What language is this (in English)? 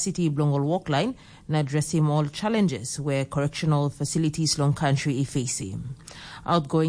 Tok Pisin